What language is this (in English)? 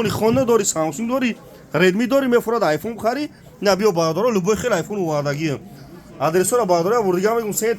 Tajik